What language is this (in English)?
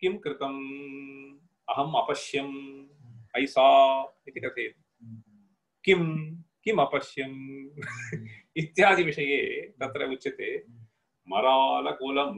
Sanskrit